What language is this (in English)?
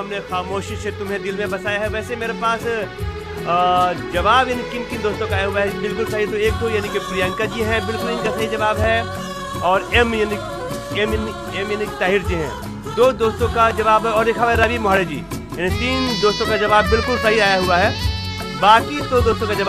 Hindi